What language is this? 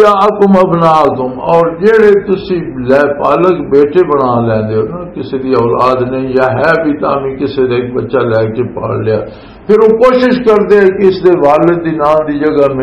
Western Panjabi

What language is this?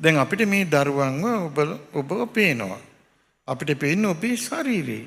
Sinhala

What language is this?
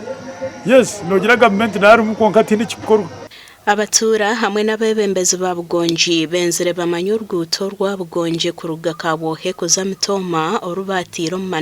Nyankole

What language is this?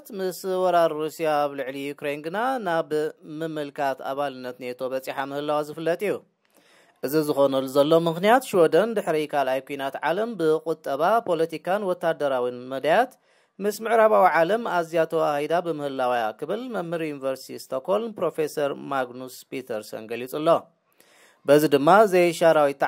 Tigrinya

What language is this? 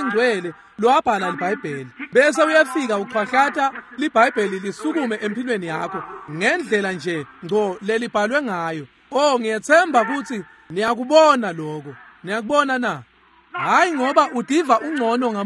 Swati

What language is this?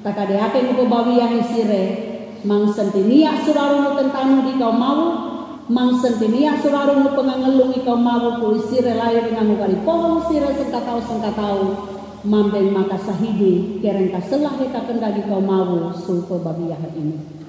Sangir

